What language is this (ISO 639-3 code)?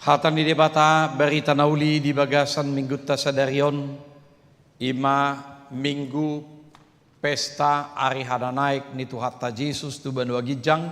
bbc